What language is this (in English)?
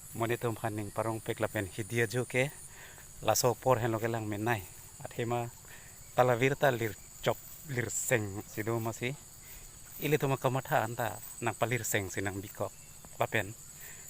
Karbi